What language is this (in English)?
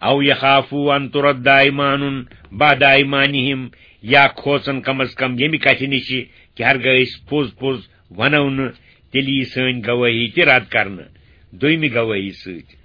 Kashmiri